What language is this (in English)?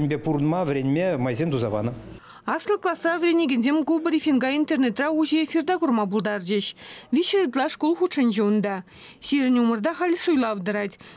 Chuvash